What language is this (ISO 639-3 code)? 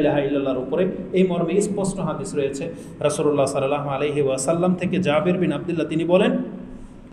ben